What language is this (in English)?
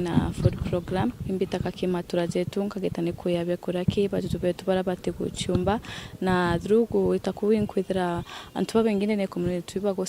Meru